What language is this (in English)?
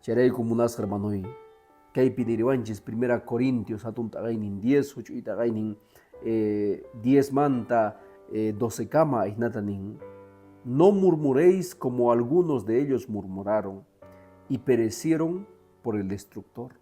Quechua